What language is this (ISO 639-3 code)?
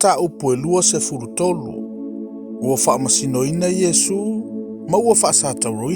smo